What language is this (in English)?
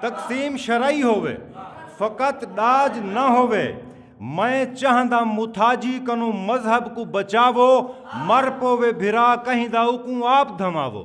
Saraiki